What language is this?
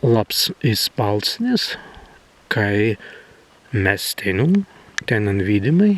Prussian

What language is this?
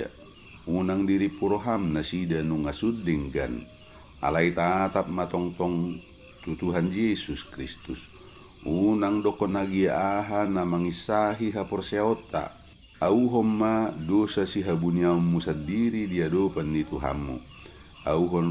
Batak Toba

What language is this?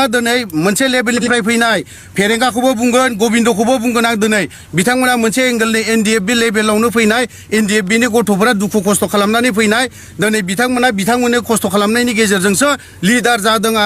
Bodo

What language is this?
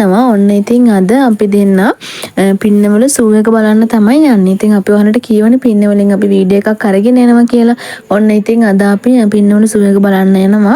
Sinhala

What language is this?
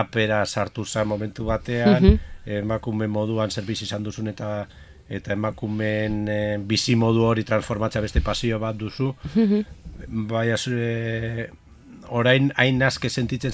Basque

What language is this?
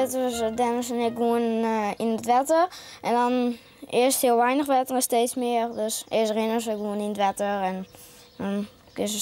Western Frisian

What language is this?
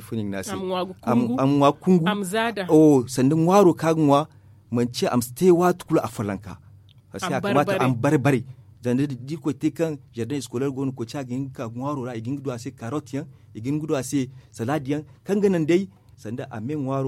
Zarma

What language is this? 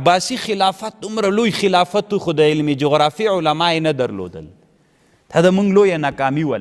Pashto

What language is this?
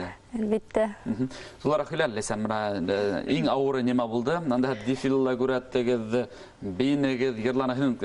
Bashkir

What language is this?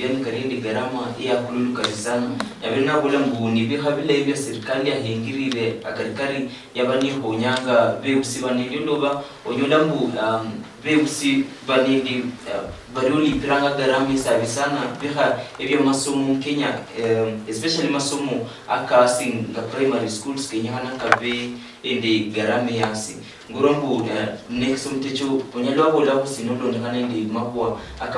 Luyia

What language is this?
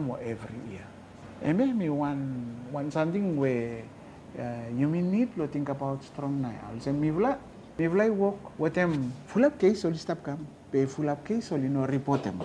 Bislama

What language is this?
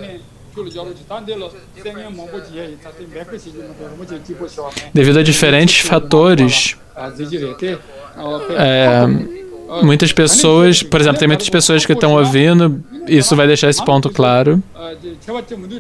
Portuguese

